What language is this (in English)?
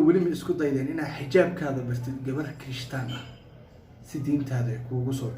Somali